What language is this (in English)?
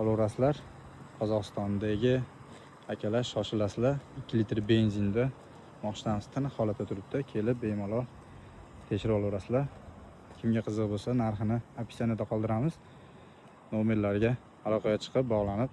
Uzbek